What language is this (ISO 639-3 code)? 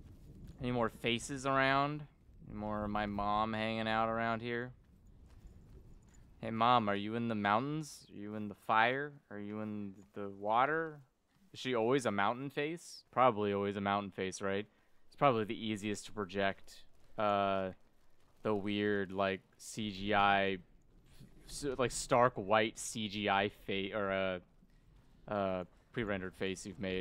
eng